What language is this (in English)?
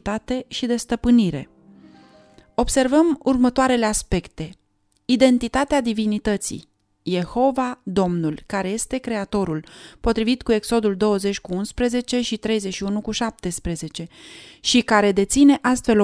Romanian